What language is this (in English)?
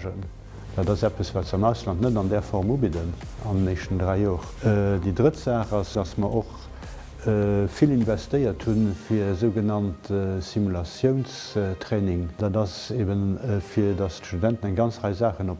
Luxembourgish